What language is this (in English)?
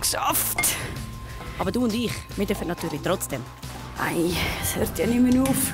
Swiss German